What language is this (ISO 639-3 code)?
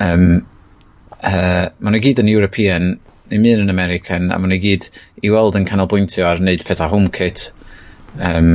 cym